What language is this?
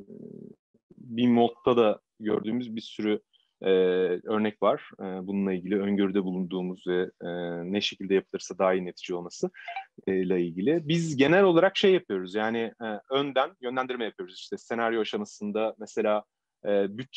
Turkish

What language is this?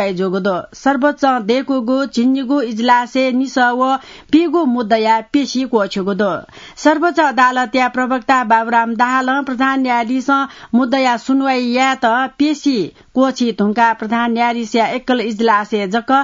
Newari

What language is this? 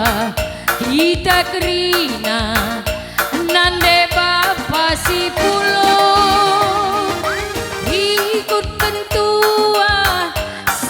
Batak Karo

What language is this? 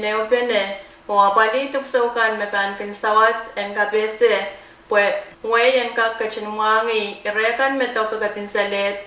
Pohnpeian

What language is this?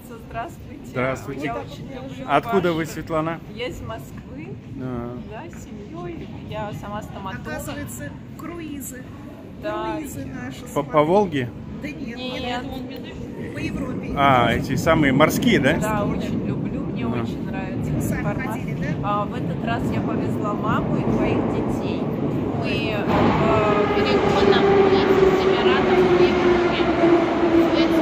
Russian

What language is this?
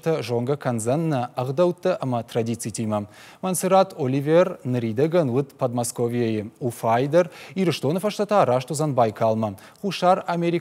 Ossetic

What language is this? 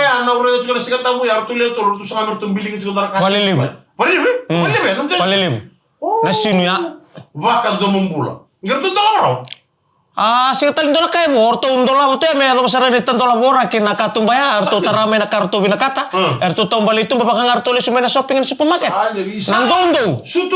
Fijian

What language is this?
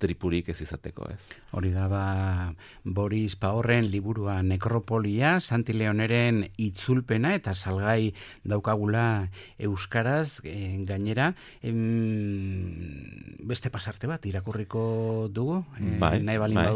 Basque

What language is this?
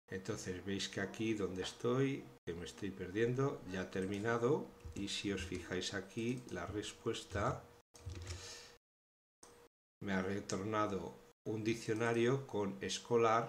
Spanish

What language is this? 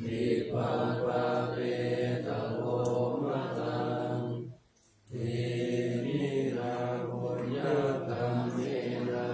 Pali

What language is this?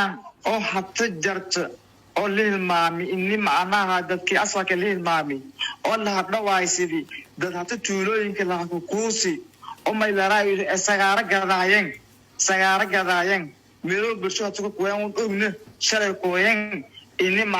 Somali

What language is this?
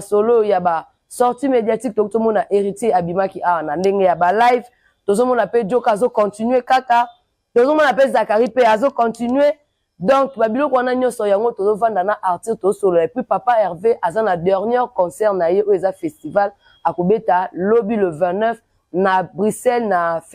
Lingala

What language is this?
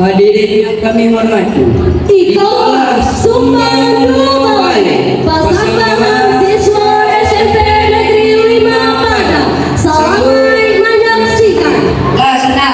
Minangkabau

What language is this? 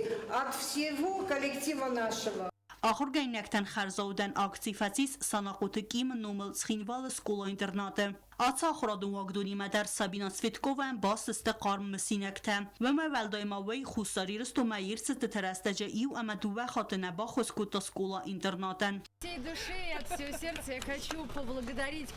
Ossetic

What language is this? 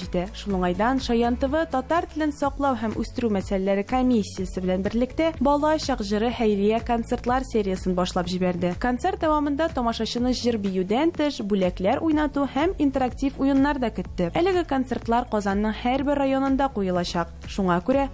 Tatar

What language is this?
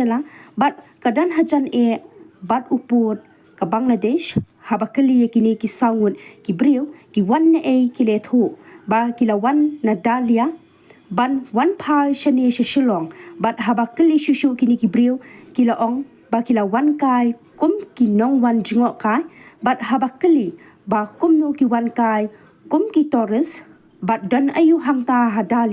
Khasi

